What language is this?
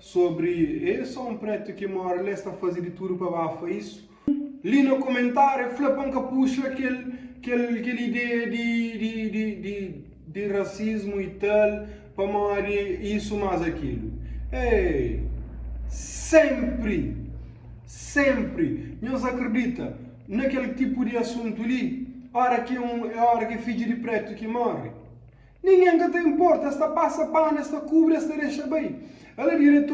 Kabuverdianu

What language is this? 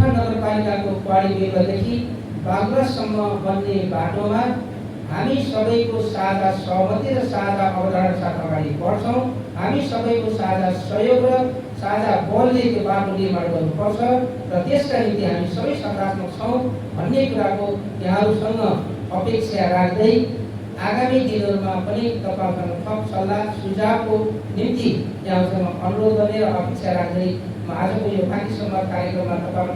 Nepali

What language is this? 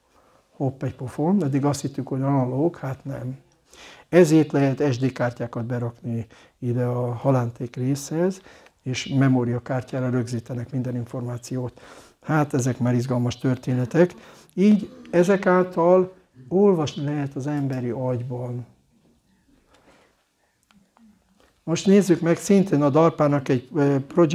Hungarian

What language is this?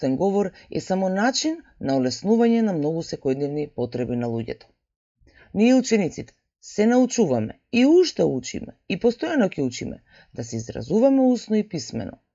Macedonian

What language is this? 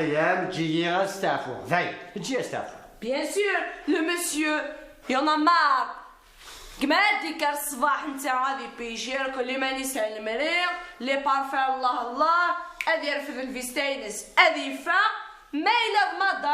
Kabyle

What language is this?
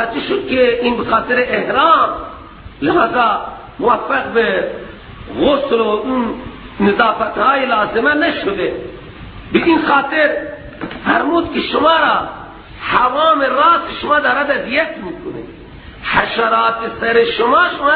Persian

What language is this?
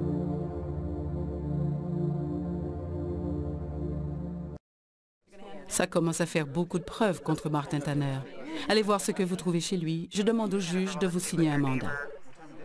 French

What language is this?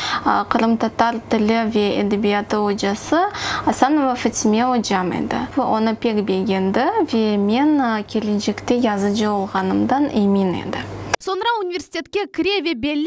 Crimean Tatar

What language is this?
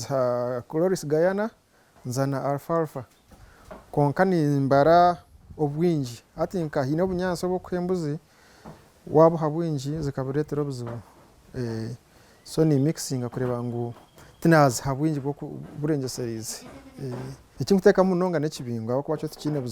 Nyankole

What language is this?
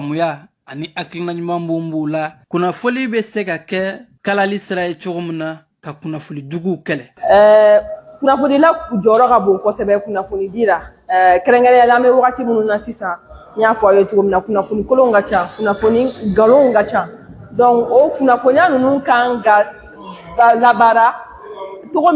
Bambara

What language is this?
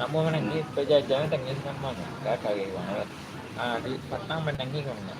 Minangkabau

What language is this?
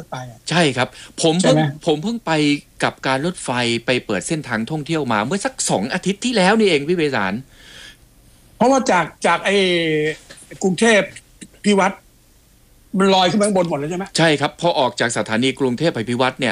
Thai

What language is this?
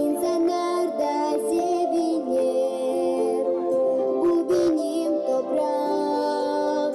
Gagauz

